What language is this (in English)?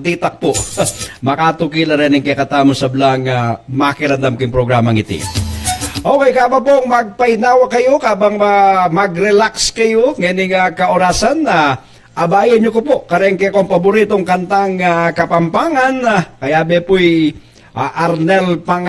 Pampanga